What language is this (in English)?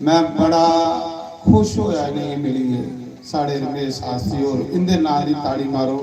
Dogri